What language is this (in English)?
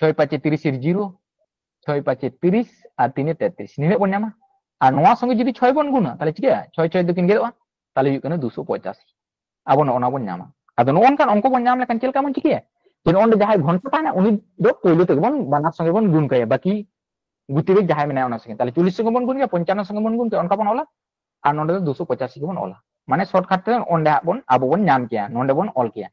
Santali